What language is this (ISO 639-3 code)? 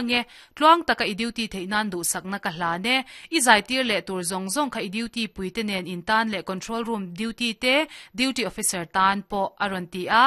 lus